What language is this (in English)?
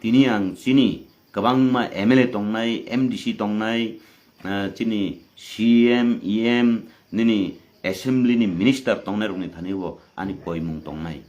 Kok Borok